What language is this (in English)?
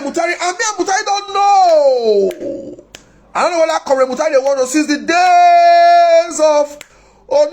Nigerian Pidgin